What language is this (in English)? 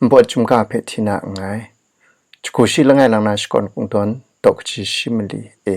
Kachin